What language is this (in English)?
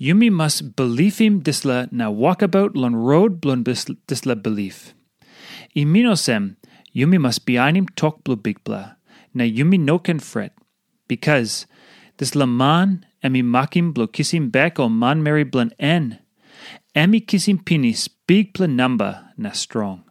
Tok Pisin